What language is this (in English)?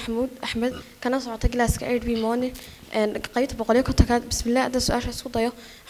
Somali